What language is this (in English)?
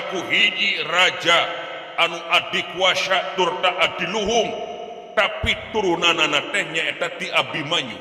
Sundanese